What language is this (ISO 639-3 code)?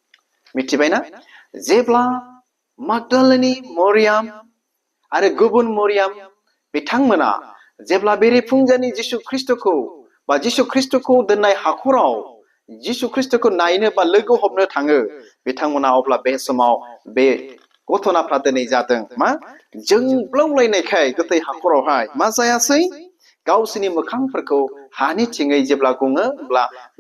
brx